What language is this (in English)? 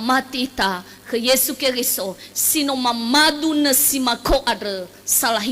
Nias